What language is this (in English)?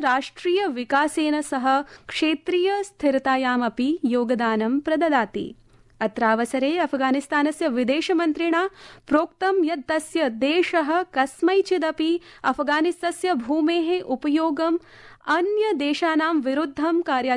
Sanskrit